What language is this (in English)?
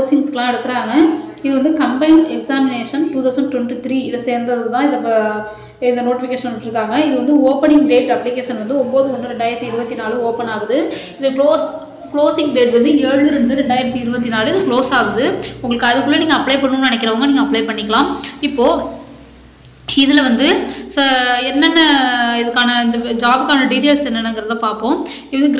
Tamil